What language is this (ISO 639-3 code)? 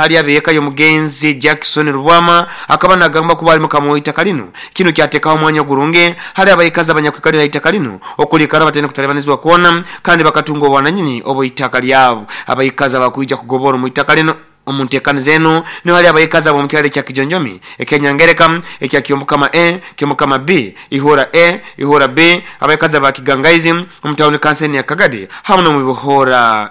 nyo